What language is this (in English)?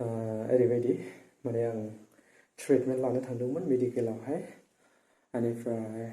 Bodo